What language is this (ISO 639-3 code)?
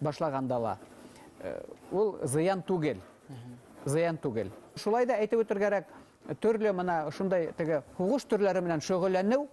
bak